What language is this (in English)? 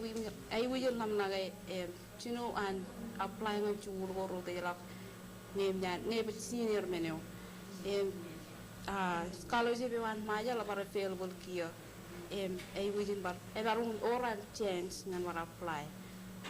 Marshallese